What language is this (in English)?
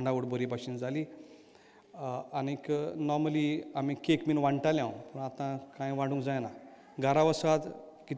Konkani